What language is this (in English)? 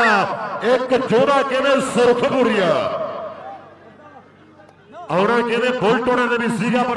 Punjabi